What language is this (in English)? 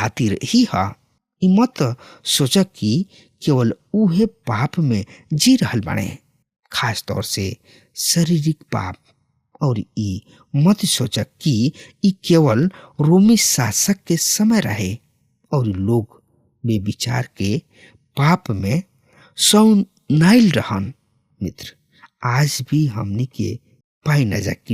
Bhojpuri